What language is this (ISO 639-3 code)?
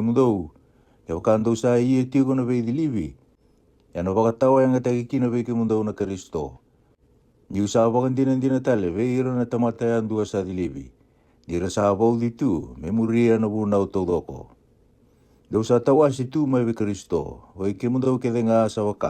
fij